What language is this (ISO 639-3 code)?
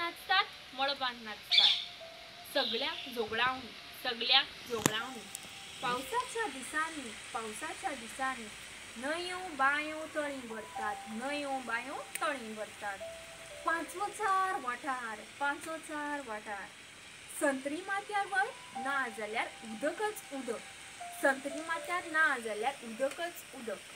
kok